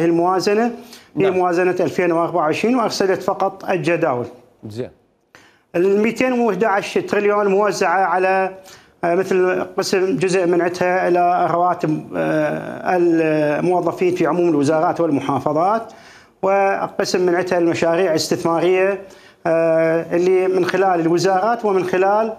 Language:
Mesopotamian Arabic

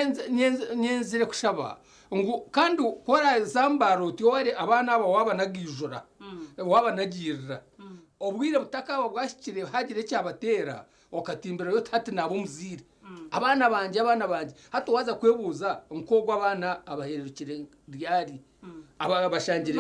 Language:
Nyankole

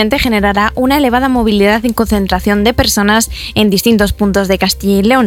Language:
Spanish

